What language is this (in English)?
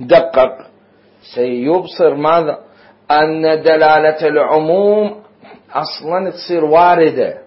Mesopotamian Arabic